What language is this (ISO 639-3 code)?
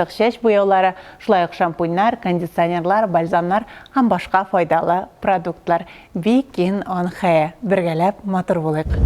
tat